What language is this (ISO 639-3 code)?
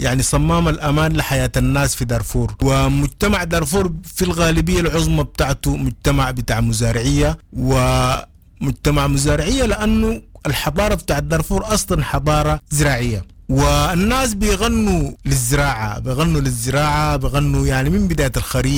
apd